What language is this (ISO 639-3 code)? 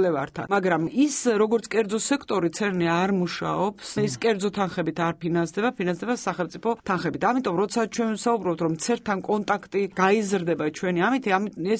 kat